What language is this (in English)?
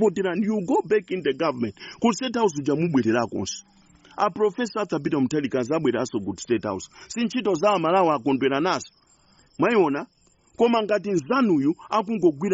Nyanja